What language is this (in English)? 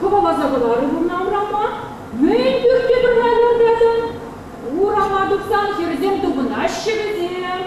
Chuvash